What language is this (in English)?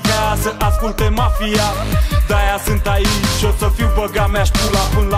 Romanian